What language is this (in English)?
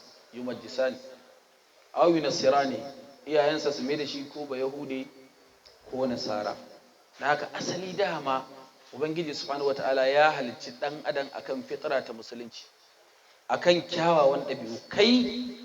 Hausa